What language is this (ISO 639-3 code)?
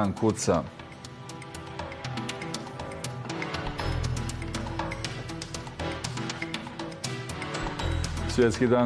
bos